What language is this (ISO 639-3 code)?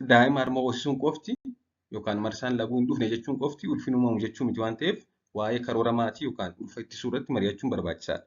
orm